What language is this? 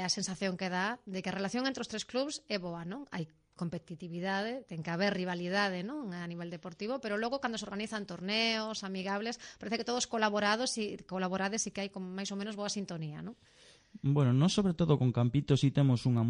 Galician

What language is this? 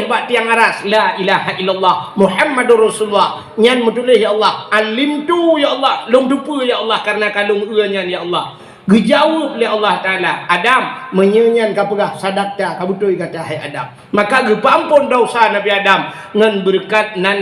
Achinese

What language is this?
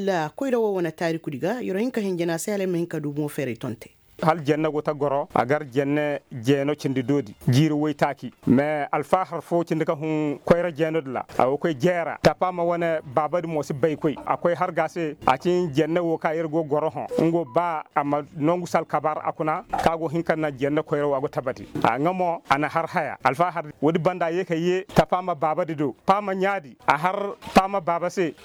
Koyraboro Senni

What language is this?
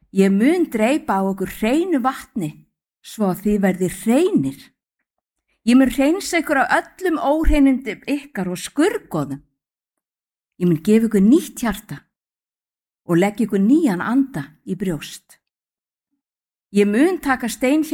Icelandic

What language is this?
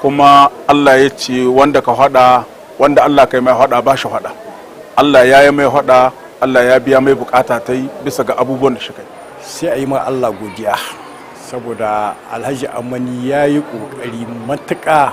Hausa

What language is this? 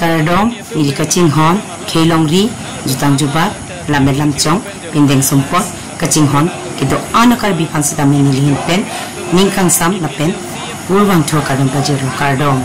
Karbi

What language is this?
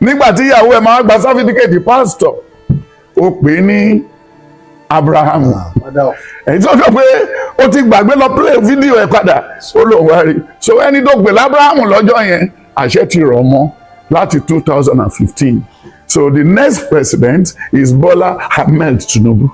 Yoruba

